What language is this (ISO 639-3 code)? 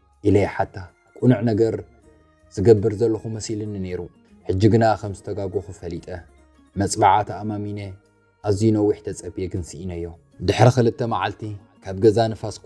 tir